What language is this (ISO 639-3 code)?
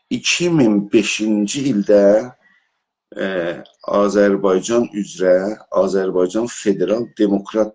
azb